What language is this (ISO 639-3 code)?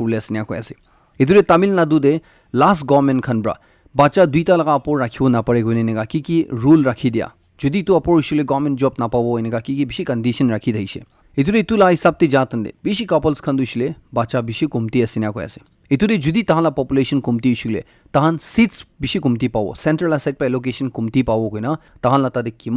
nag